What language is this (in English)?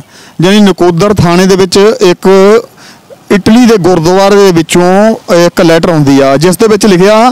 Punjabi